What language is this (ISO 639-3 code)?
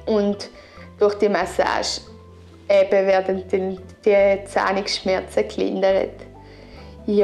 gsw